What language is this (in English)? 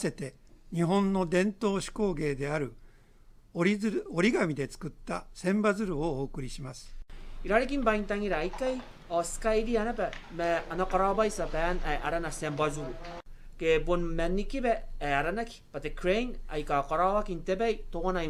Gilbertese